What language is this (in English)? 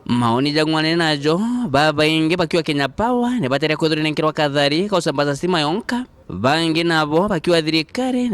Meru